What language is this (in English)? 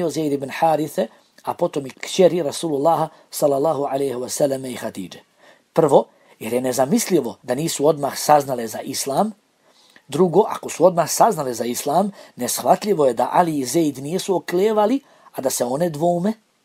Bosnian